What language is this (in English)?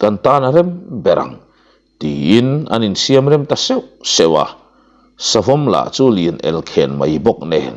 Mizo